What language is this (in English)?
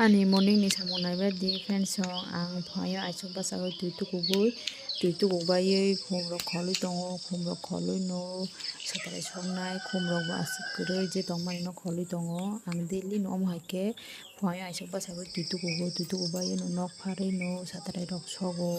Kok Borok